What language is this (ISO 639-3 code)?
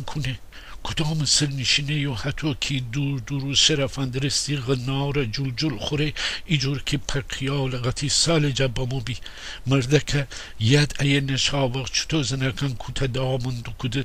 glk